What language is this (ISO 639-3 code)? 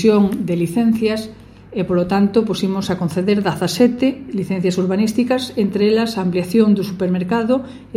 glg